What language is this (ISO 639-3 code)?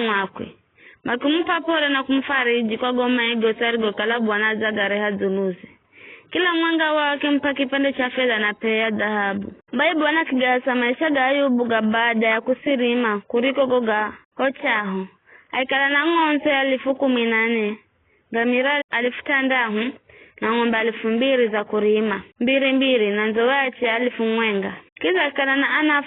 nyf